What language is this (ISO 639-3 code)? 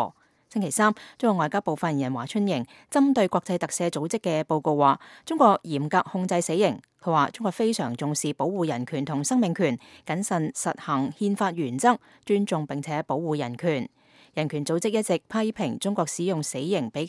yue